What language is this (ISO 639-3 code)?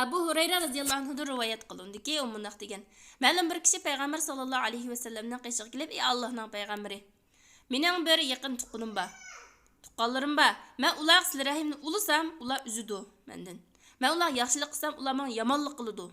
uig